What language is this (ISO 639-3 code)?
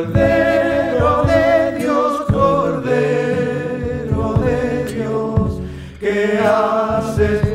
spa